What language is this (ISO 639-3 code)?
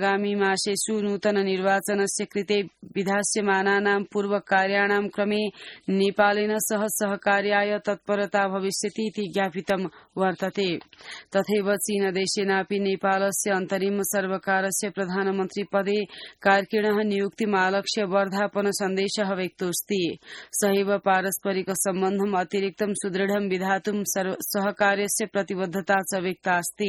san